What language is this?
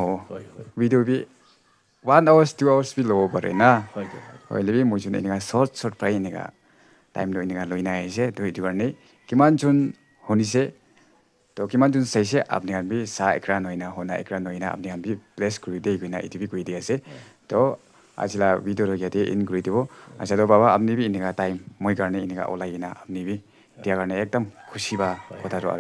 Naga Pidgin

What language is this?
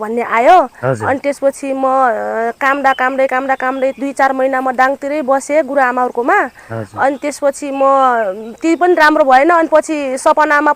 Nepali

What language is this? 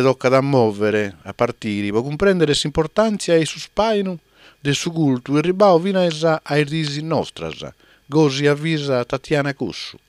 Sardinian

